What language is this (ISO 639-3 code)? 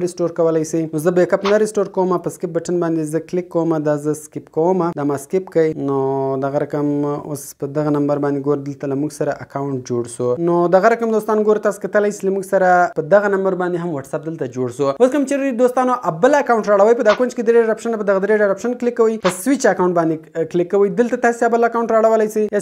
pus